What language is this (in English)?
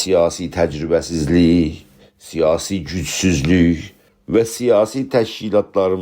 South Azerbaijani